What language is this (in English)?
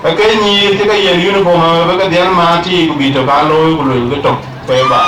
Dinka